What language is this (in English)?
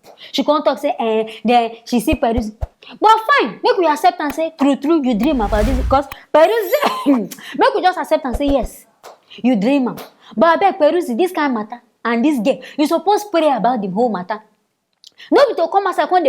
Nigerian Pidgin